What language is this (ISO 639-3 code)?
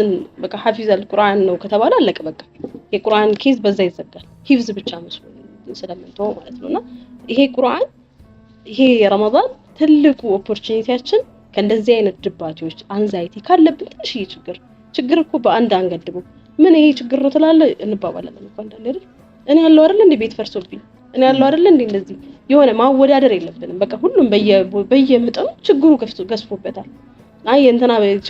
amh